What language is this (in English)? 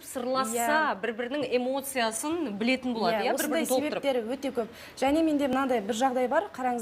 Kazakh